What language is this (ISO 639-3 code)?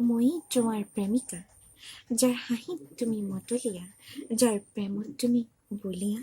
asm